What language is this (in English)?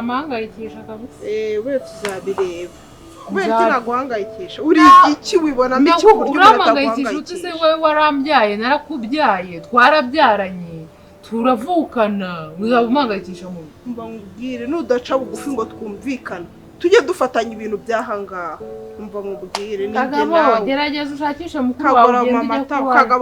Kinyarwanda